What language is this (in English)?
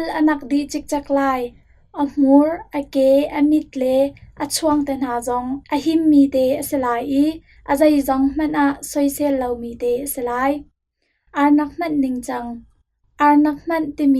Hakha Chin